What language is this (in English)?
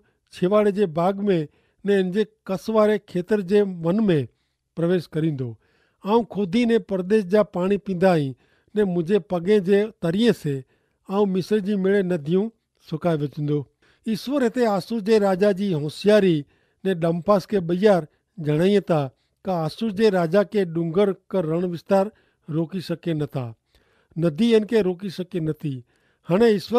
Kachhi